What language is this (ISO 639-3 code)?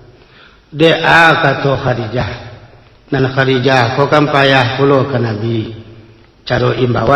min